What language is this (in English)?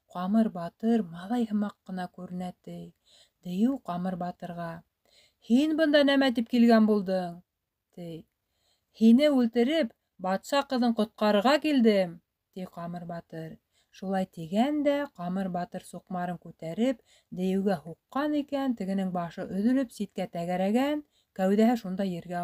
Bashkir